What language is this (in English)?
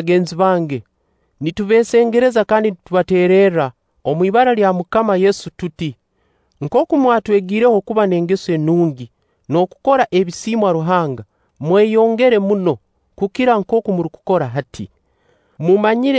Nyankole